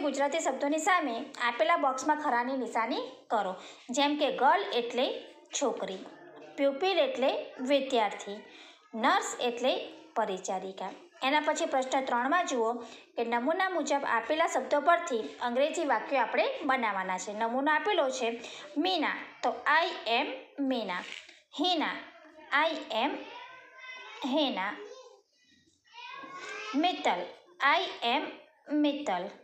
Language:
Gujarati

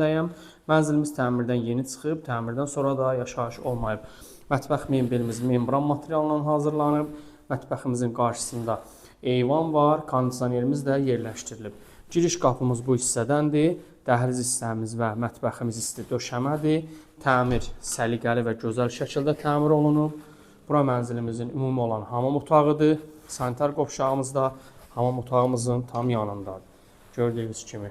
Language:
Azerbaijani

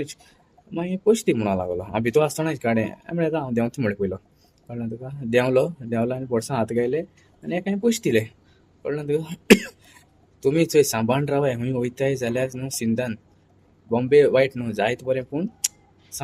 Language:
Konkani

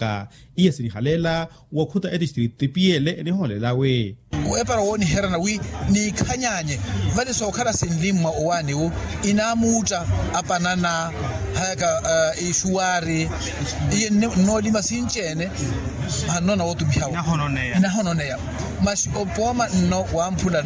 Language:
Makhuwa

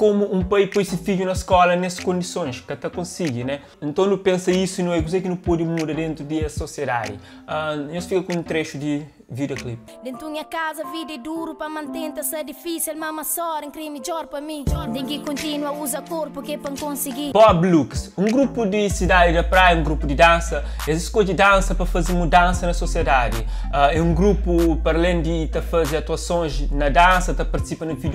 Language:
Kabuverdianu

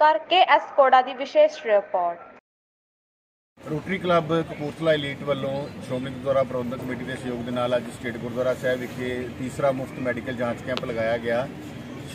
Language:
Punjabi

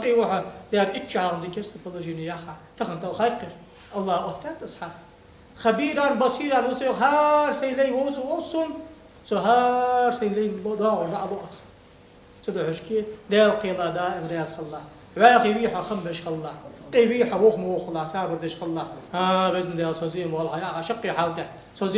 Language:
Ingush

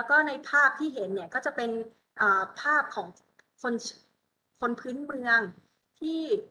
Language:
Thai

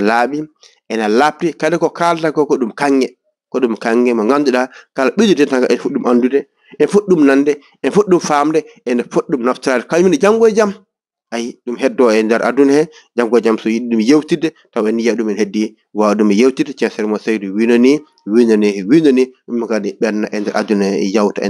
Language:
Fula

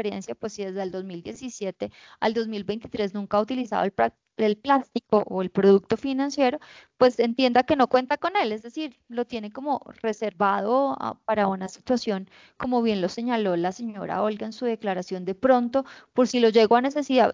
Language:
Spanish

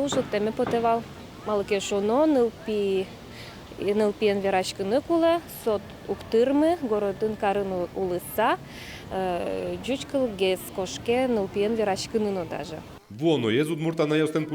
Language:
Udmurt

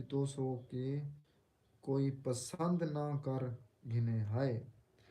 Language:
Saraiki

